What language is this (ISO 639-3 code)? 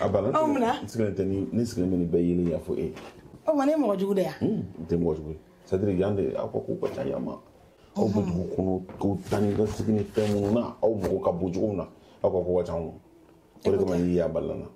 bam